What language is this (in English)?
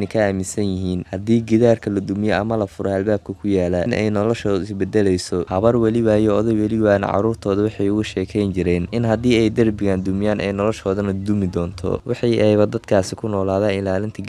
Somali